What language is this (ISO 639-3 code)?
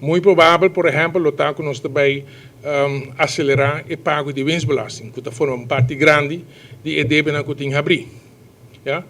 pap